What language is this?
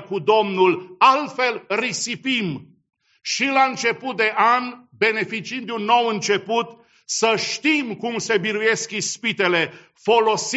Romanian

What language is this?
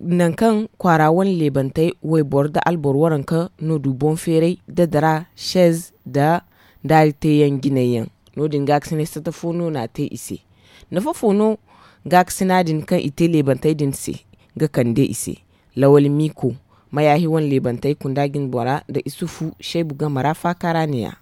Zarma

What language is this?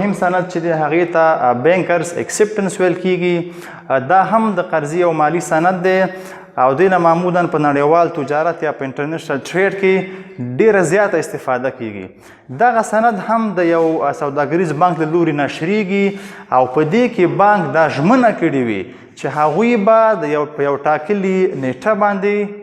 Pashto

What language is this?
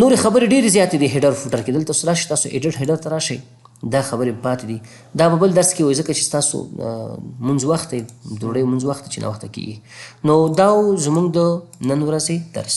Pashto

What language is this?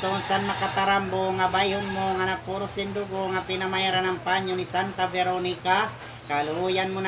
Waray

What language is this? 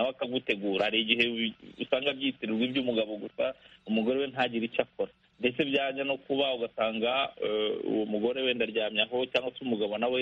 Kinyarwanda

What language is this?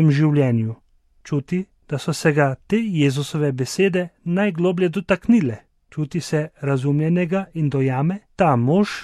Slovenian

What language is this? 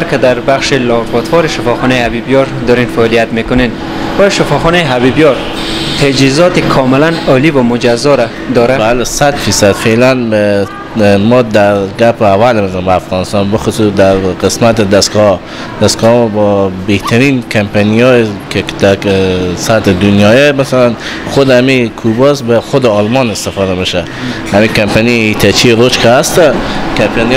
Persian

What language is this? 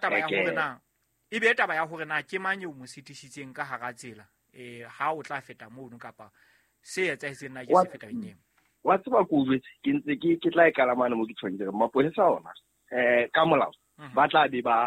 Southern Sotho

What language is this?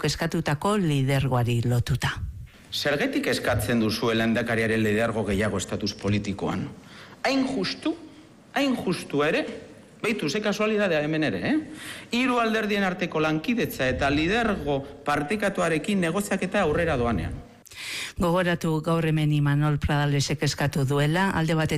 Basque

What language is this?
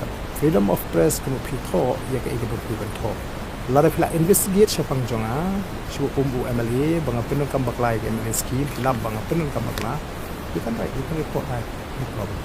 Khasi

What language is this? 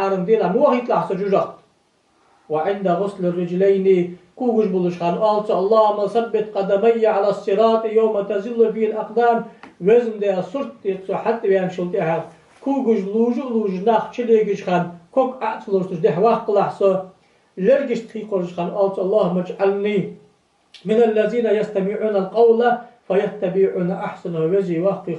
Ingush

